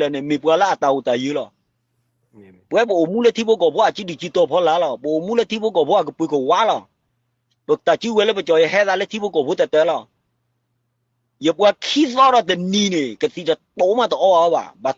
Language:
S'gaw Karen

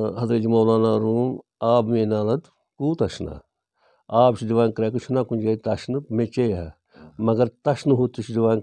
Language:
Kashmiri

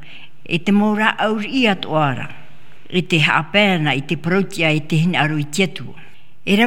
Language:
Tahitian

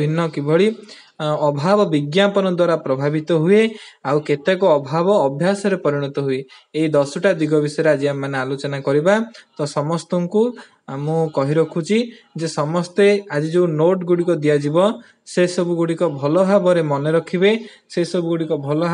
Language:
Odia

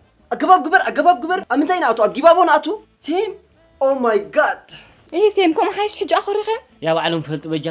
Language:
Tigrinya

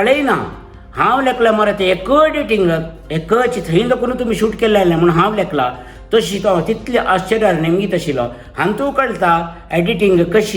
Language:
Konkani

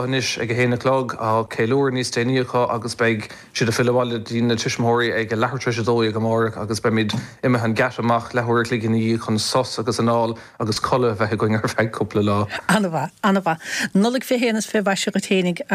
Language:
Irish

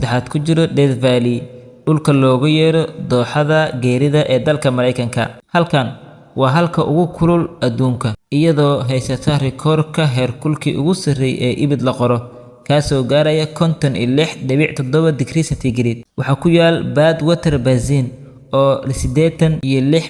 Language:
Somali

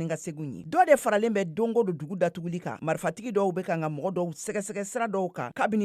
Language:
Bambara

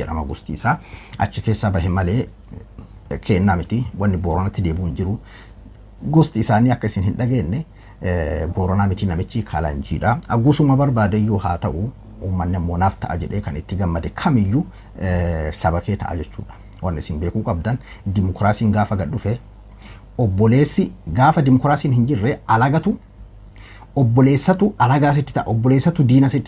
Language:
Oromo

